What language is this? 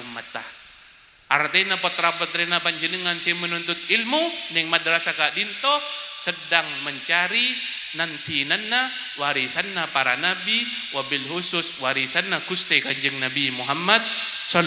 Madurese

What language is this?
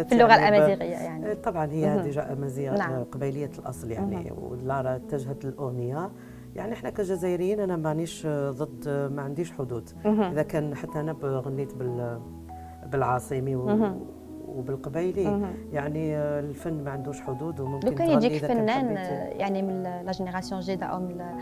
Algerian Arabic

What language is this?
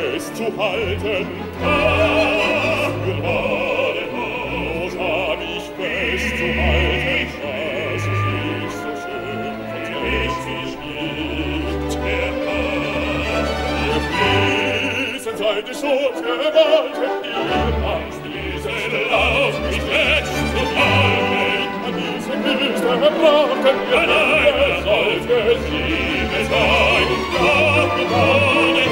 German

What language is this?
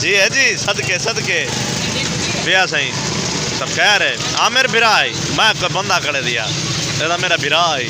Saraiki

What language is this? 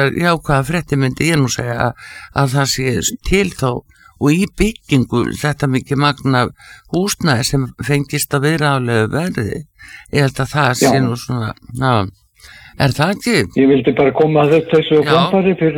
Icelandic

